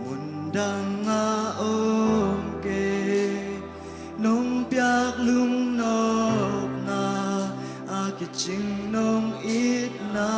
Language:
Tedim Chin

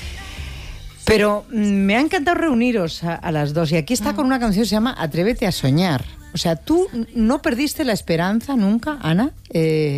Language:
Spanish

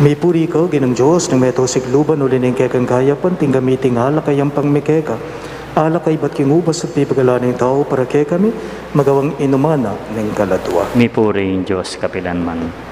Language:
Pampanga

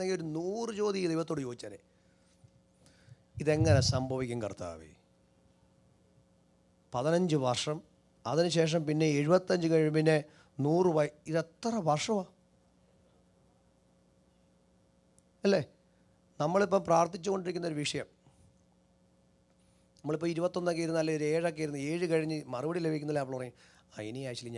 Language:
Malayalam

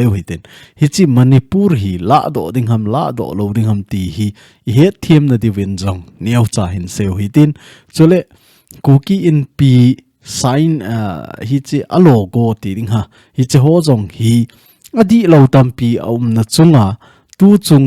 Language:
Thado Chin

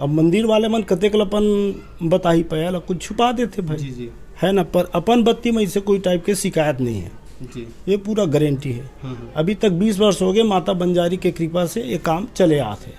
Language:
Chhattisgarhi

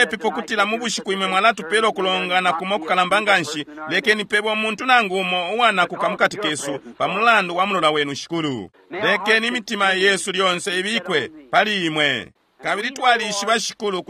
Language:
Bemba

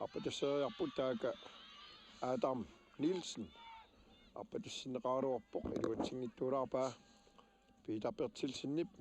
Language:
Kalaallisut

